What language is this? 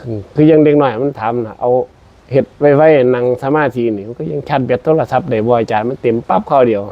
Northeastern Thai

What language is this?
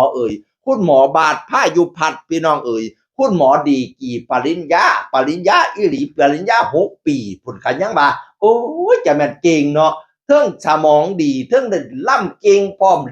Northeastern Thai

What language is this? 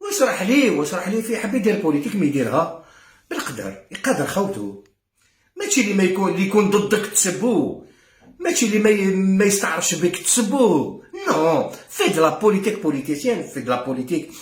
Algerian Arabic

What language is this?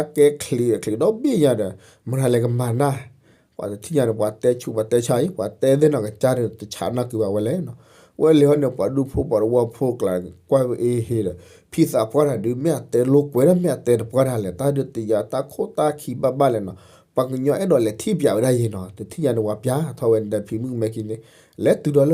S'gaw Karen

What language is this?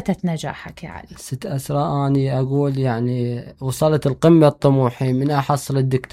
Mesopotamian Arabic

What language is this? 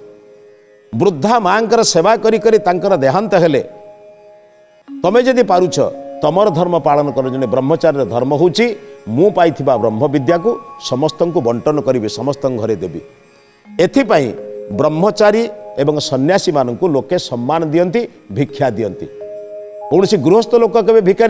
Odia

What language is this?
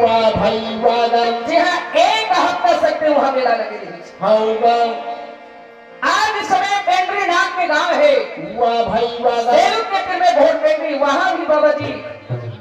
Chhattisgarhi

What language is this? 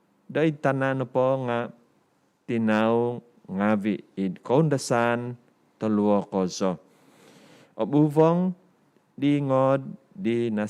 Central Dusun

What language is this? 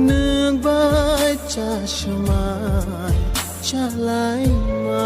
Kok Borok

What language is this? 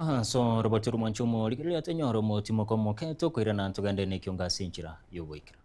Gusii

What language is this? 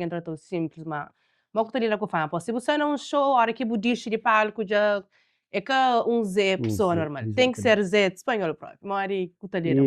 Kabuverdianu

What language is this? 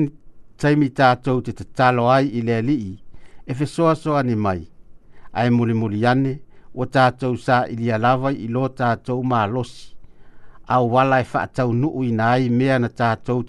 Samoan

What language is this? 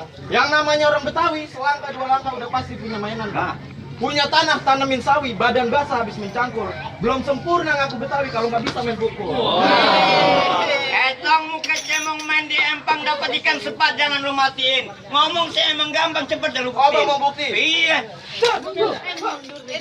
Betawi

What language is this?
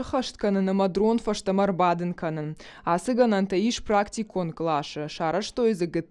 Ossetic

